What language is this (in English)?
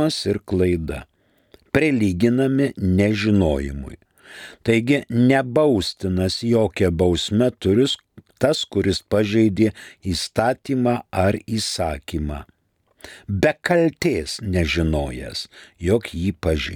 Lithuanian